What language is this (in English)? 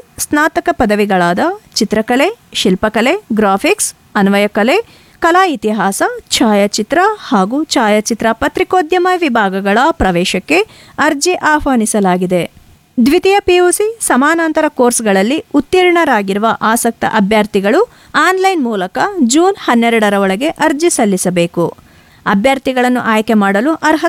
Kannada